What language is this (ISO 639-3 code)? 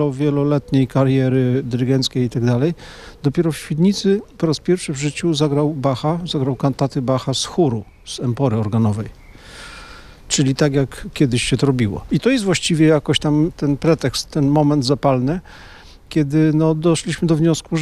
pol